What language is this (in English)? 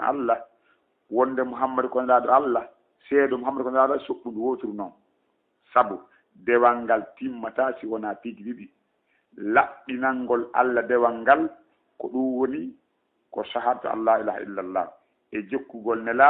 Fula